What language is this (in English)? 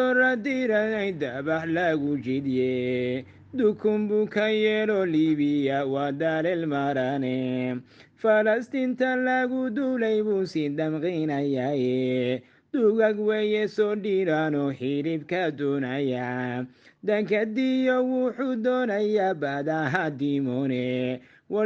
Somali